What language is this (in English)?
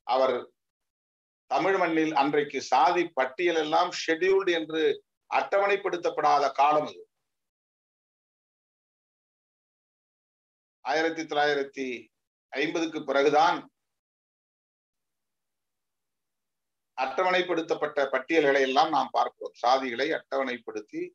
Tamil